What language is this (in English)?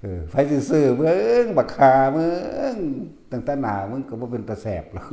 Northeastern Thai